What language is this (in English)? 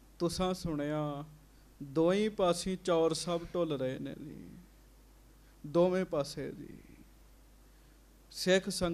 Punjabi